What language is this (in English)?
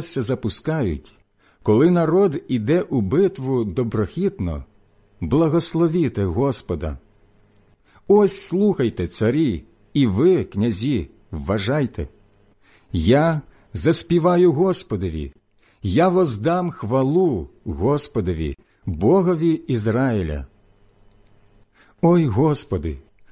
Ukrainian